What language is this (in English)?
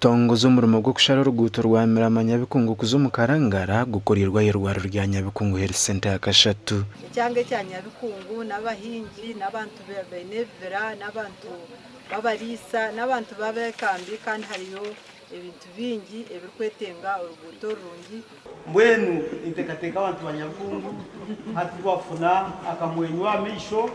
Nyankole